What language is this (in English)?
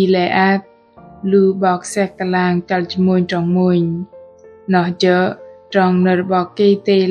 Bahnar